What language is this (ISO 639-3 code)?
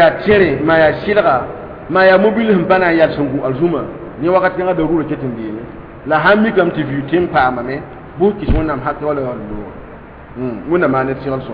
mos